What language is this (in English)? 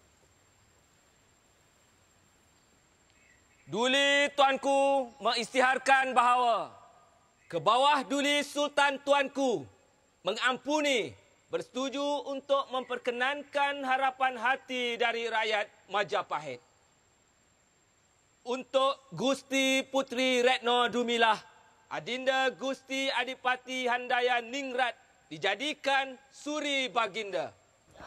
Malay